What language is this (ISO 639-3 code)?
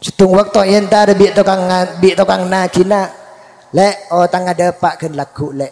mad